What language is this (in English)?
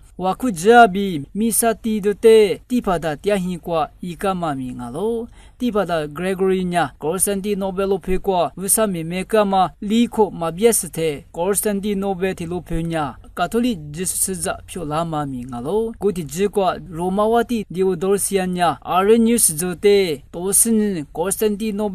Lisu